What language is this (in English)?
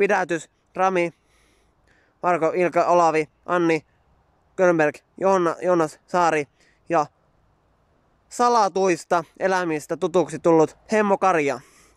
Finnish